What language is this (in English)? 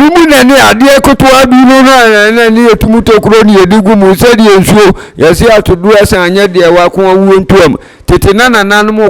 Akan